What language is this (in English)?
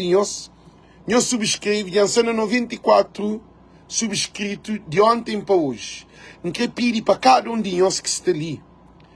Kabuverdianu